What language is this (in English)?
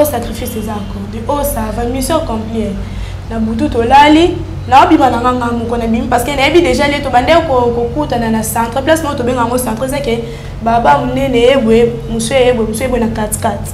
Lingala